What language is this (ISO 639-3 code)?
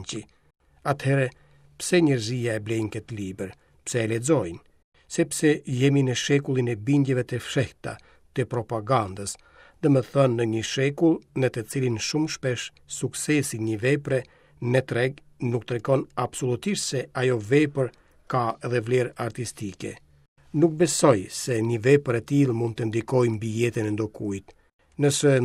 sqi